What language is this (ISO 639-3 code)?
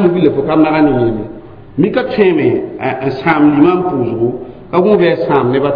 mos